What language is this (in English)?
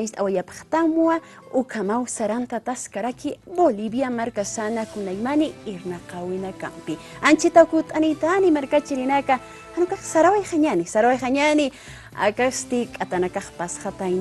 Aymara